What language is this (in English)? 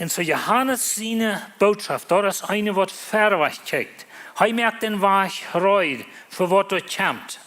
Plautdietsch